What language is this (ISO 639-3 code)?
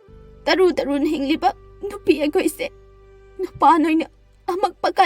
mni